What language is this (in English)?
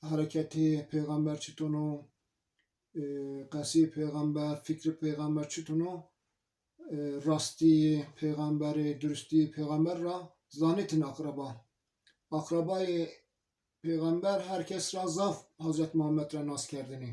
Zaza